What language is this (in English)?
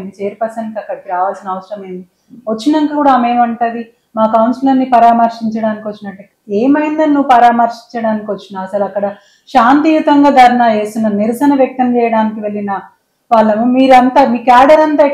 Telugu